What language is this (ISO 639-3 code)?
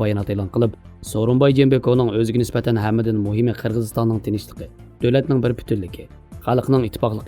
uig